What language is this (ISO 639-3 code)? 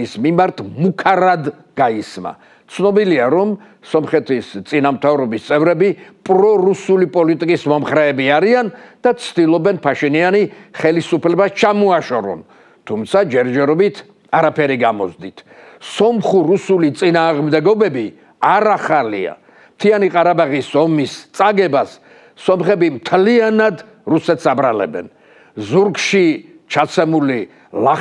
kat